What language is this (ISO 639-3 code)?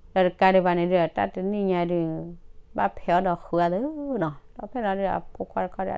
ksw